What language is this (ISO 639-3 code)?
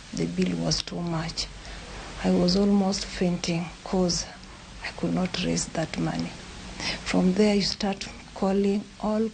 luo